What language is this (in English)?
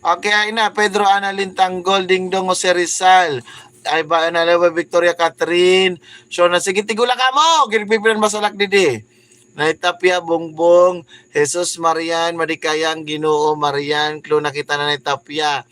Waray